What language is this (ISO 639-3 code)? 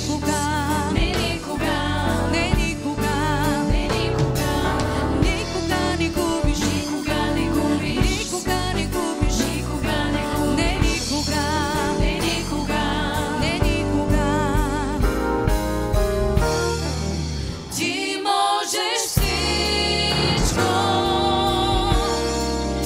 bul